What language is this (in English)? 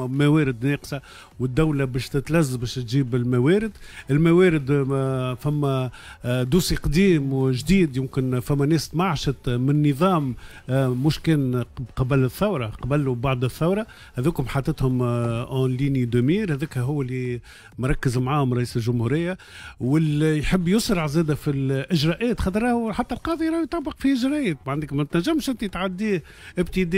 Tunisian Arabic